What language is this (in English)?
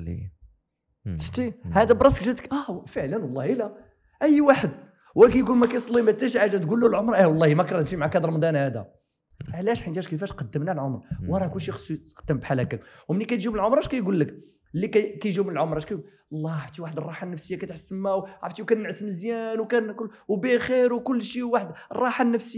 Moroccan Arabic